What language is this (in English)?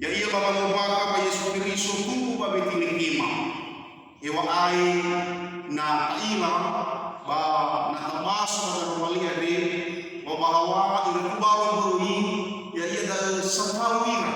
Nias